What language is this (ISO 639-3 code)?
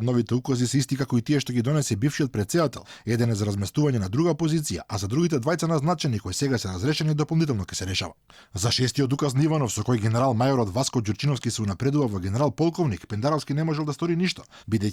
mkd